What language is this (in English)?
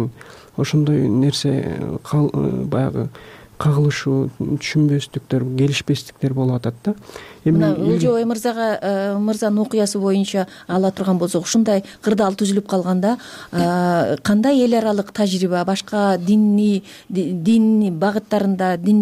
Kyrgyz